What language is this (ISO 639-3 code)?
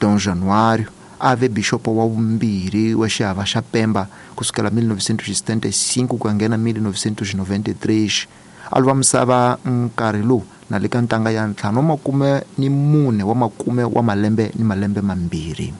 tso